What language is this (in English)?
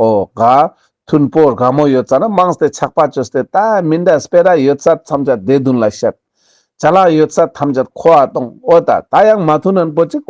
Ladakhi